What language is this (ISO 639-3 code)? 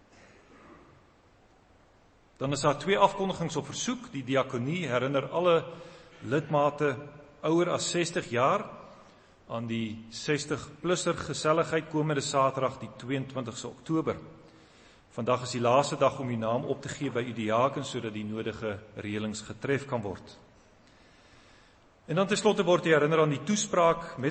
afr